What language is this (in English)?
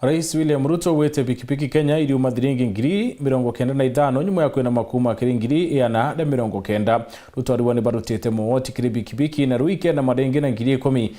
Meru